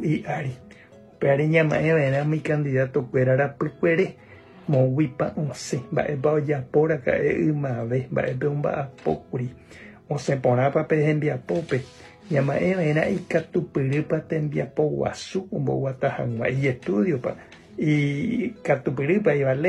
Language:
Guarani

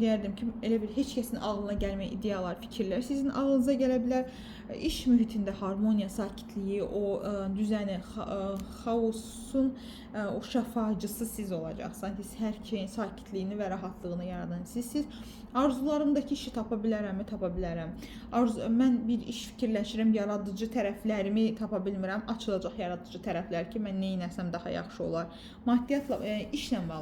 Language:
Azerbaijani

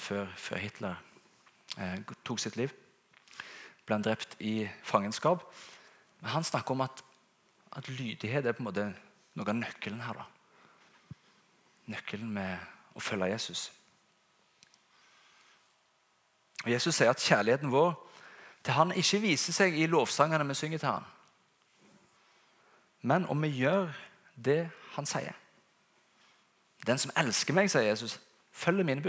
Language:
Norwegian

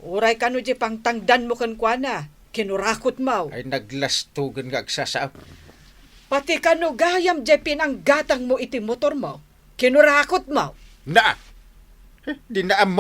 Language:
Iloko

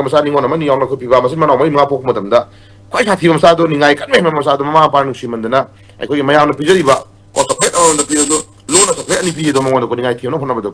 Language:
Manipuri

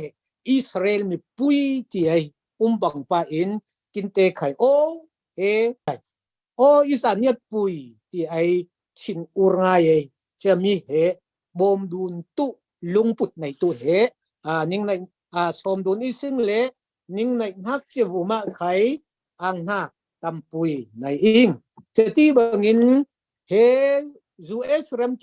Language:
Falam Chin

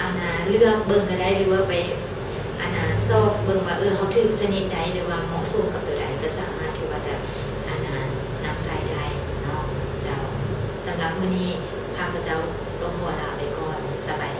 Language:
Lao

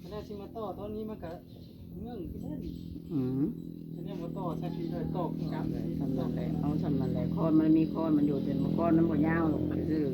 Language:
Northeastern Thai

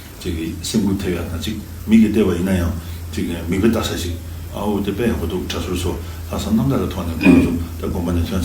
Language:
Tibetan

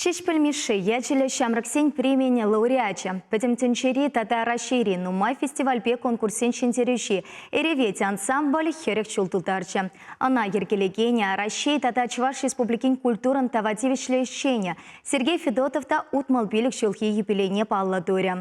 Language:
Chuvash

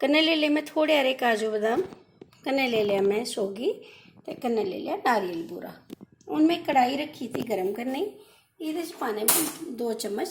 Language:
Dogri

